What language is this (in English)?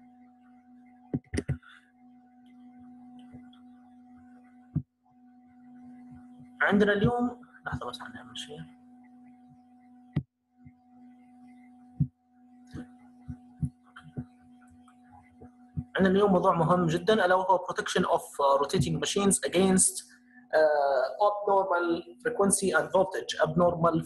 Libyan Arabic